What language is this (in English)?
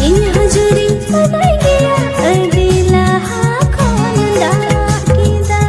Santali